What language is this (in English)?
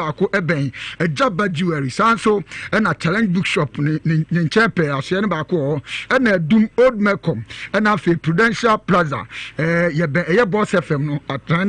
Akan